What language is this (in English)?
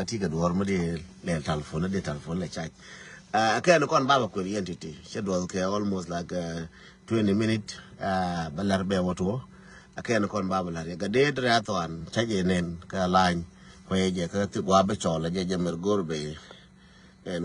Nuer